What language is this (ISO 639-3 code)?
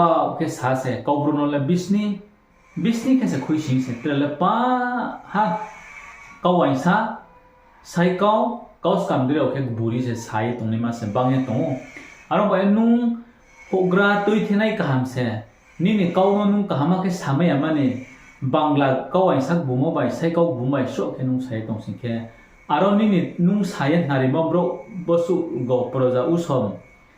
ria